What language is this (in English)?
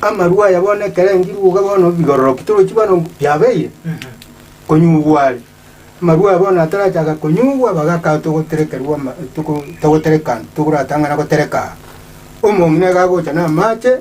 Gusii